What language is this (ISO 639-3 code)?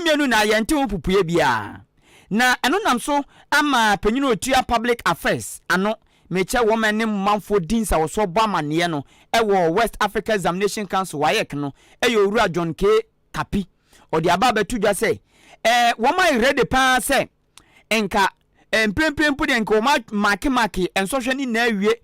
aka